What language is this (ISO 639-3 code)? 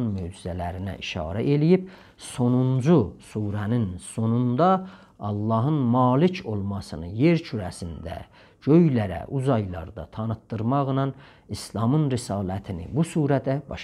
azb